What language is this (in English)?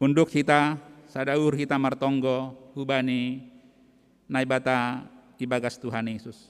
Batak Simalungun